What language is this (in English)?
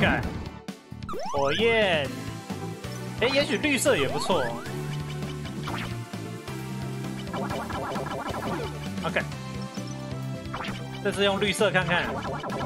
Chinese